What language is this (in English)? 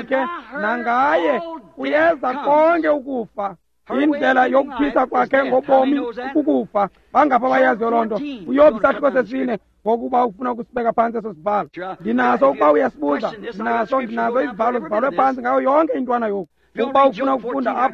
Xhosa